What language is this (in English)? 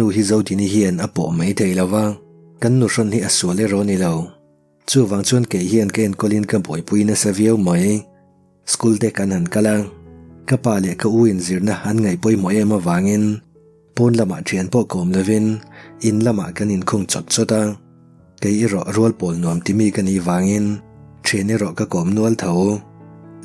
Mizo